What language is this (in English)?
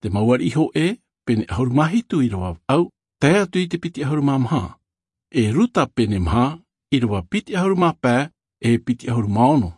Tahitian